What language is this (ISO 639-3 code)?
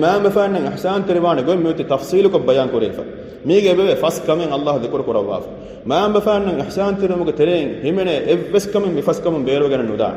div